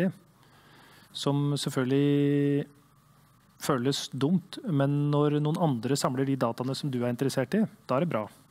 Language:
Norwegian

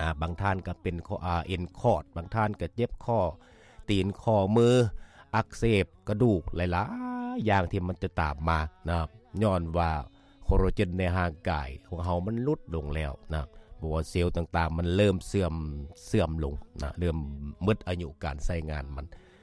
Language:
Lao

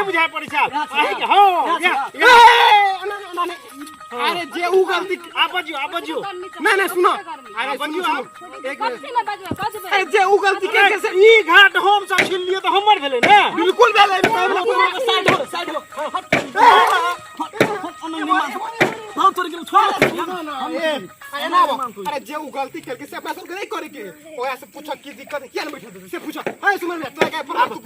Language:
Maithili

